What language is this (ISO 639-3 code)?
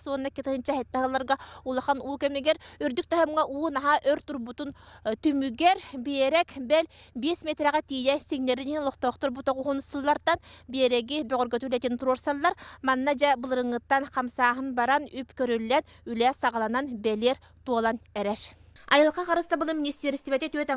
sah